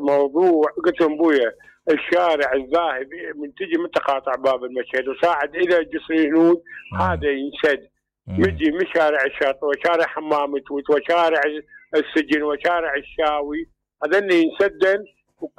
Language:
Mesopotamian Arabic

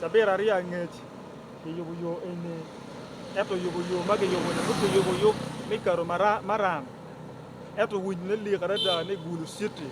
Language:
Acoli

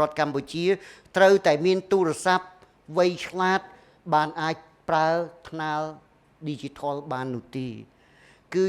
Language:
Khmer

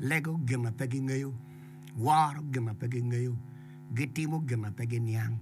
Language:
Acoli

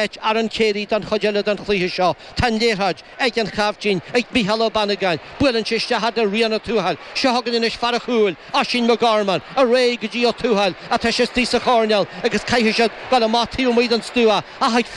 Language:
Irish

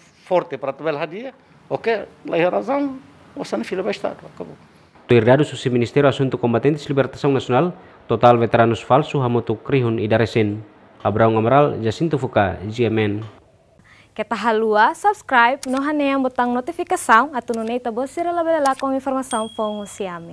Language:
Tetum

